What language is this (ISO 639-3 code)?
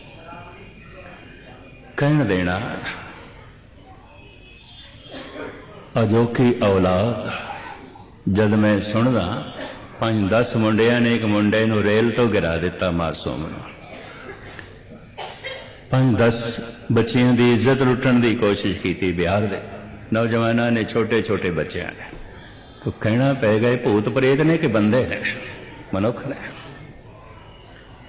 pan